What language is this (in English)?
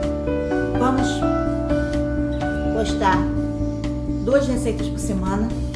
Portuguese